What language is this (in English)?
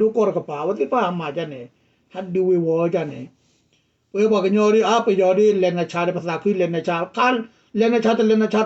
S'gaw Karen